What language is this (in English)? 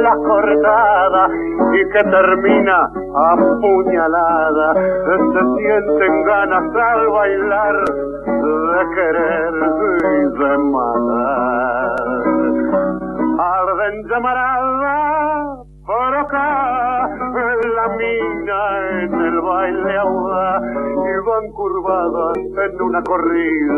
Spanish